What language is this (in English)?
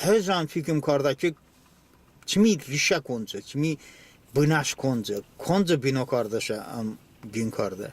Talysh